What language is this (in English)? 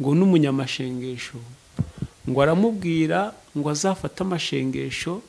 Kinyarwanda